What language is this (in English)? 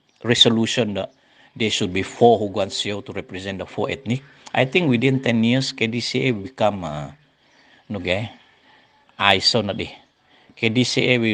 Central Dusun